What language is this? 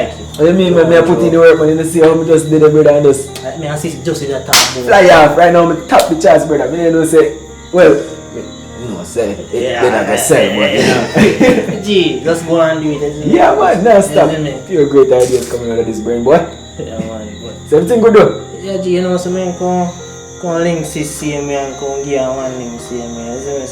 Jamaican Creole English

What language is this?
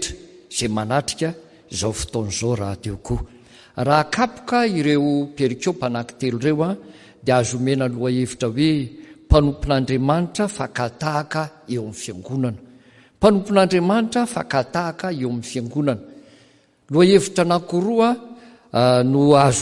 Malagasy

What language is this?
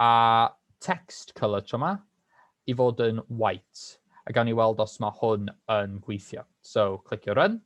Welsh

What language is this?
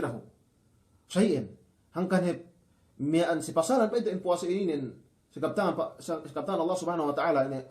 Yakan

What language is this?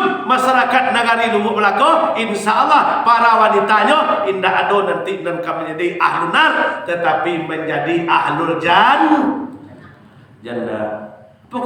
Minangkabau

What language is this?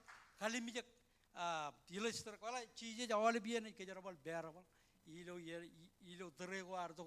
Marshallese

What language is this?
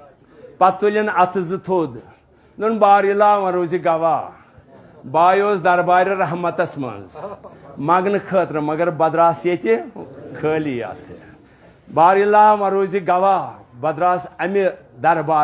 Kashmiri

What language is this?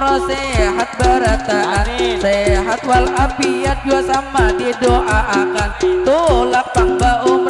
Banjar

